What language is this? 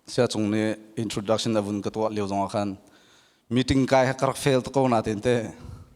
Hakha Chin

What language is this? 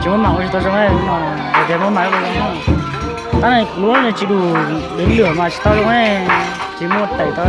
Hmong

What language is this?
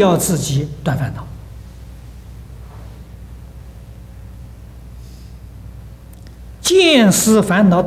Chinese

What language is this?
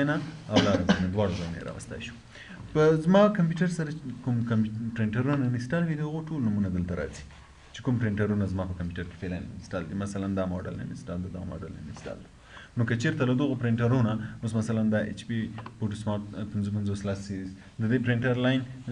Pashto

